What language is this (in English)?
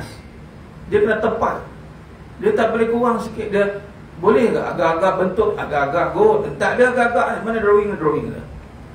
Malay